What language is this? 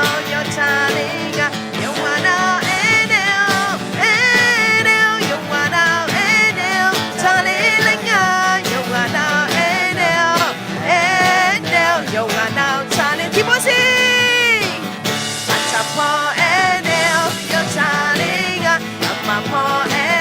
Akha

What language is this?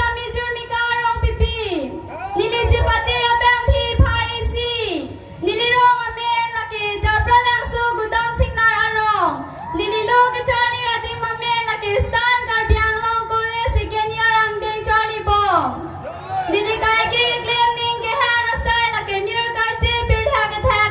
Karbi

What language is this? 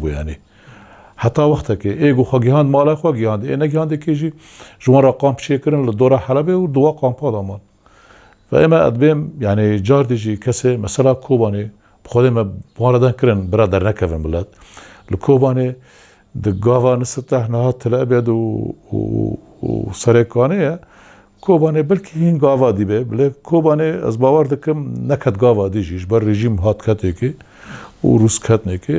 Kurdish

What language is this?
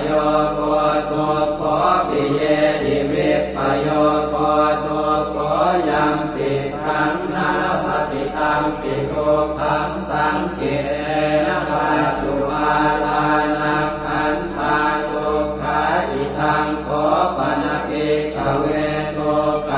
Pali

